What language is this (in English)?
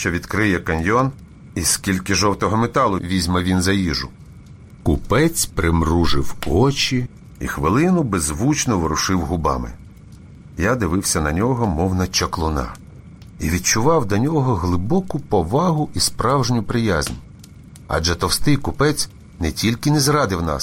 Ukrainian